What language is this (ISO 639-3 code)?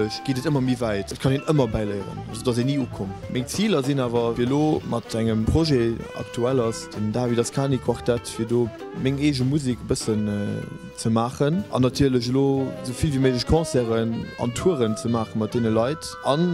ltz